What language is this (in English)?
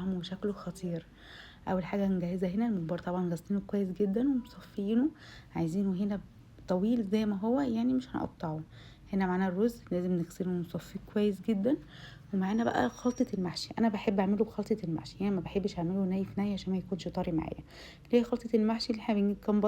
Egyptian Arabic